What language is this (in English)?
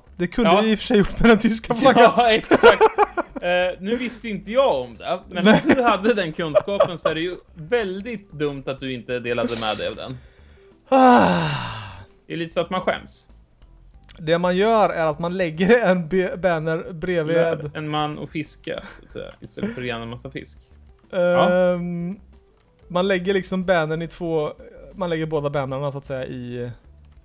Swedish